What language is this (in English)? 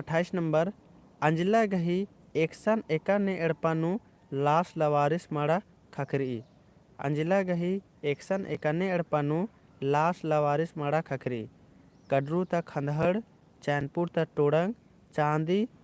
Kurukh